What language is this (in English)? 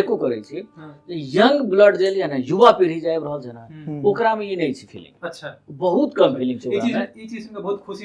Maithili